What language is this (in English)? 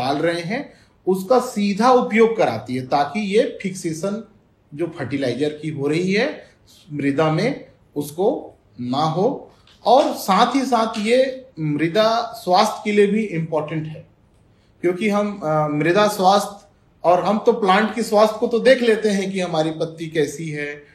Hindi